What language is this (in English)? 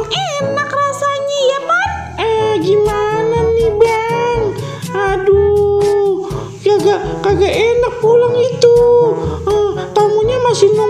Betawi